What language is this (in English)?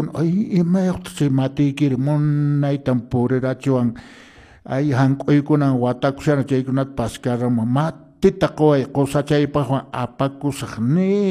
Quechua